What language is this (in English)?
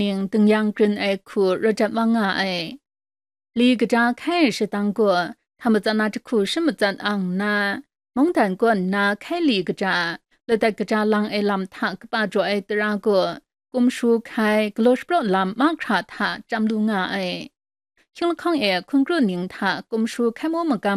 Kachin